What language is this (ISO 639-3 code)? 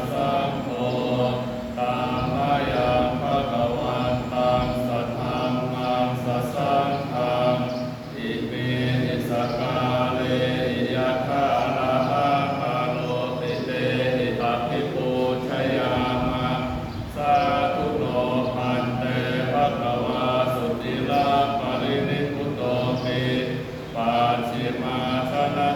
pli